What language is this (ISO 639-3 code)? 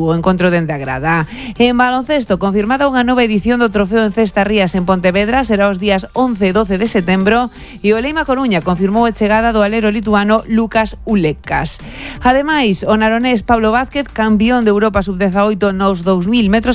glg